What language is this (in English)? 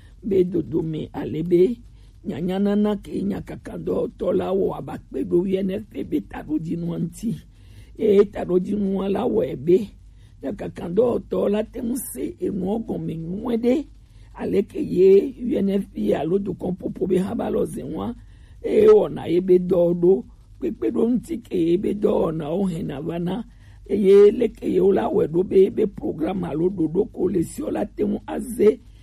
Gen